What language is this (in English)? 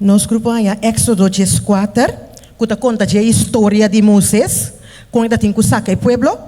Papiamento